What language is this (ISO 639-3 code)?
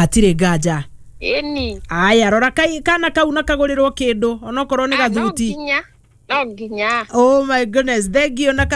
kik